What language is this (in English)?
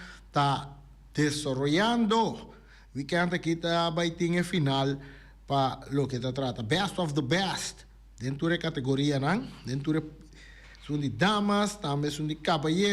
Papiamento